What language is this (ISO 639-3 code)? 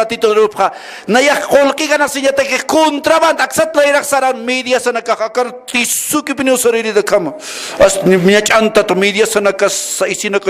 aym